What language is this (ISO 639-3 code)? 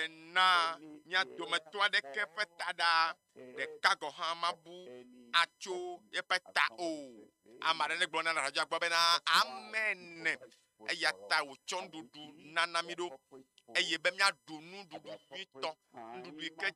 ewe